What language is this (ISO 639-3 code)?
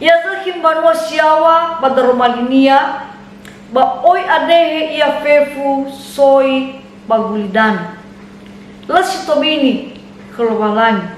nia